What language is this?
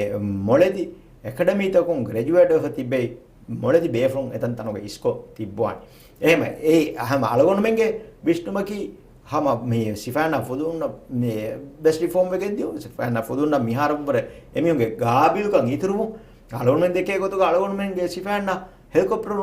Divehi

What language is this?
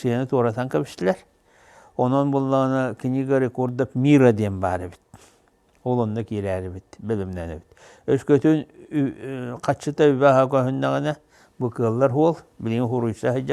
Yakut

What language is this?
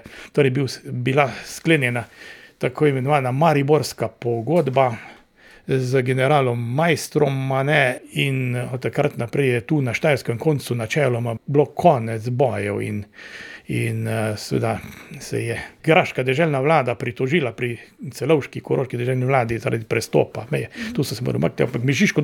Slovenian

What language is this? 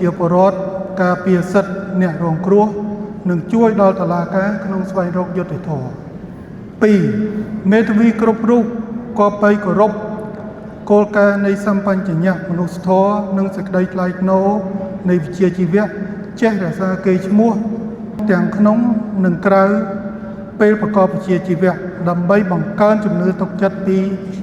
Khmer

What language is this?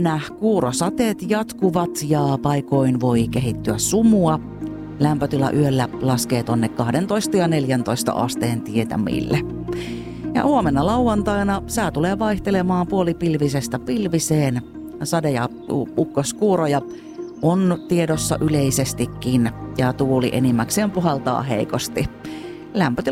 Finnish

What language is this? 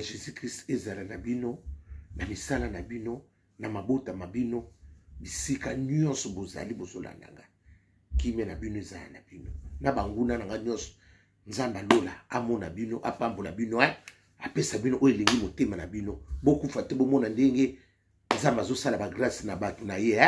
Lingala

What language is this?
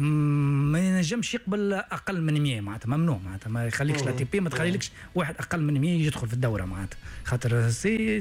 Tunisian Arabic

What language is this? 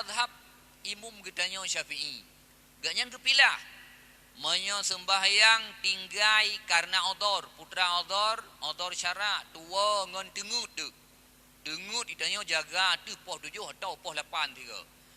Achinese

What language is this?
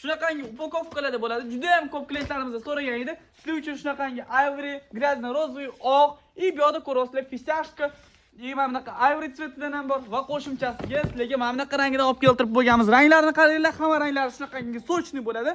Uzbek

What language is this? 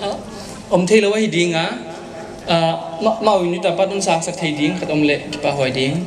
Paite Chin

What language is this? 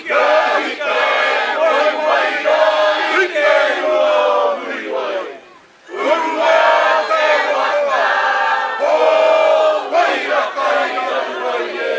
Māori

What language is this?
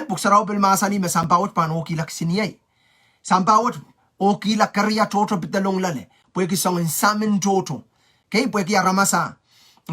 Pohnpeian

